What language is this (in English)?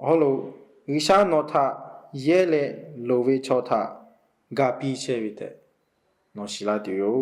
Lahu